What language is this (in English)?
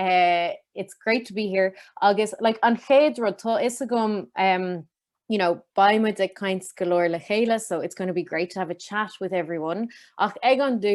Irish